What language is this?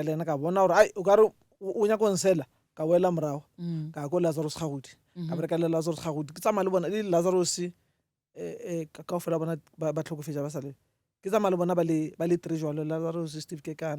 Northern Sotho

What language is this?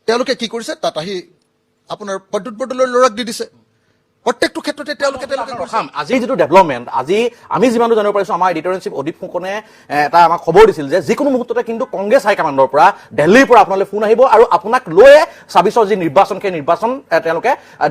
Assamese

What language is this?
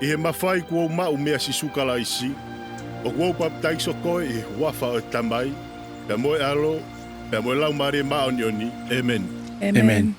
Tongan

